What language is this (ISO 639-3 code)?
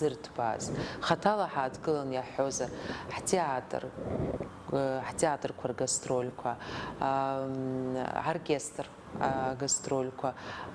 abk